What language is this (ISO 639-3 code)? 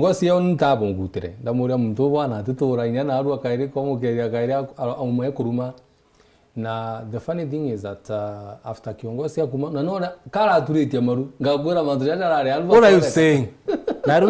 mer